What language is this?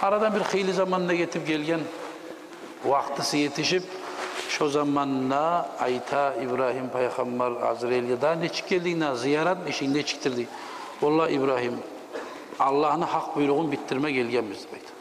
Kumyk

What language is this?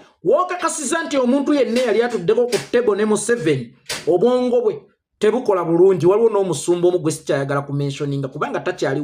Ganda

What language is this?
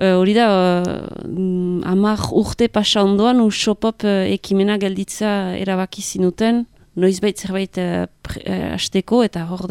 Basque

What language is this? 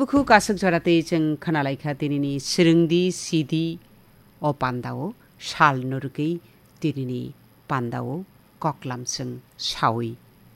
Kok Borok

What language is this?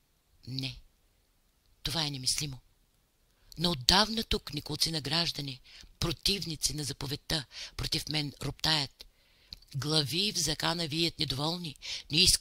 Bulgarian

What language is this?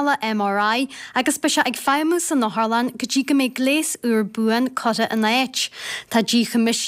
Irish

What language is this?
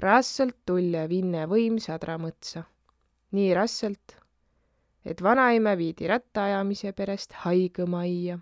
Võro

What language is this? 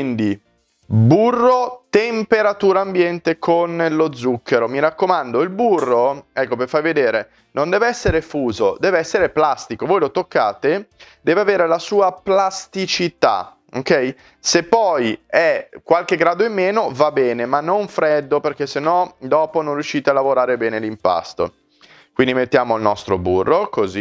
Italian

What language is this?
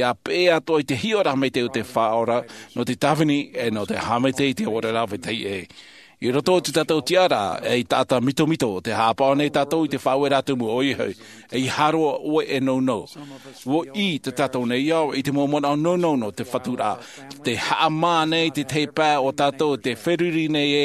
Tahitian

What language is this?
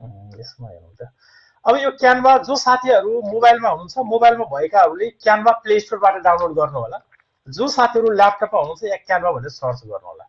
Nepali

